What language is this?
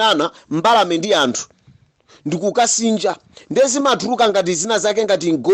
Nyanja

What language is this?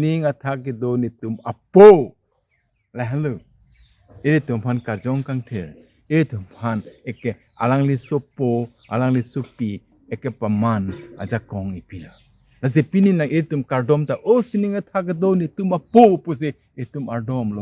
Karbi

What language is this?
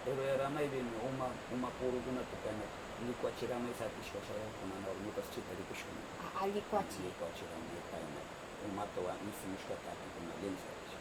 Northern Pastaza Quichua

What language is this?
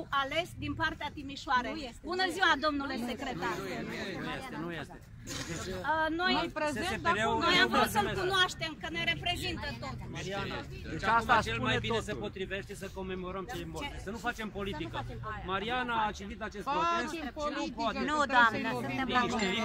Romanian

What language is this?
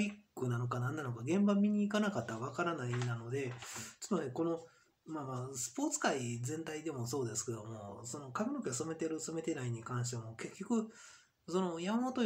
Japanese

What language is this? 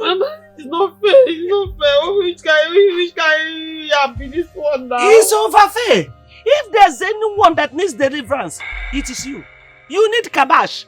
Nigerian Pidgin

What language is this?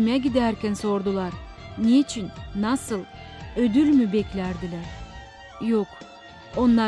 Gagauz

